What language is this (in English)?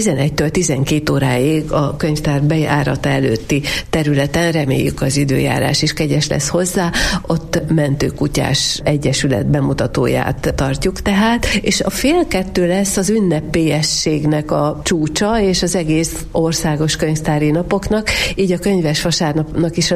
Hungarian